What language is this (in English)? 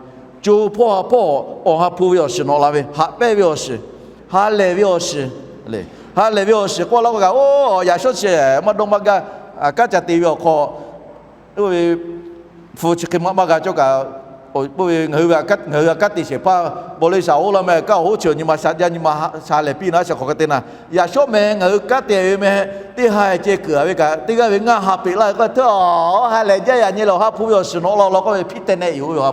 Lahu